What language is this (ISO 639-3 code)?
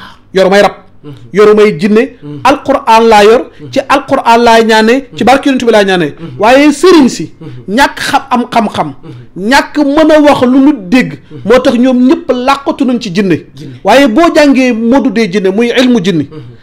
wol